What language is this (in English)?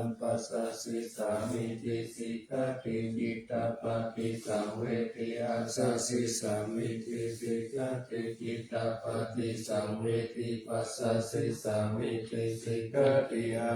Pali